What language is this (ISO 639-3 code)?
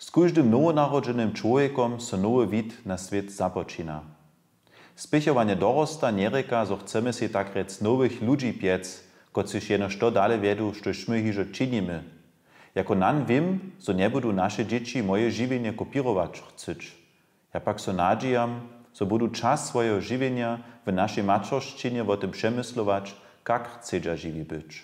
hsb